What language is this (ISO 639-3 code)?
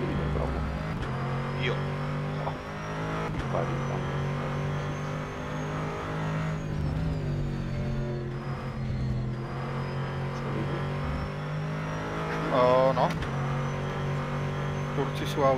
slk